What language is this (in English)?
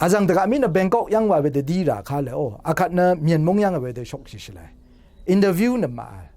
Rawang